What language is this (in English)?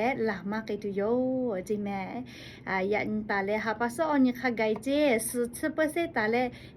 Lahu